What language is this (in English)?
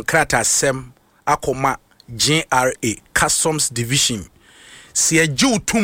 Akan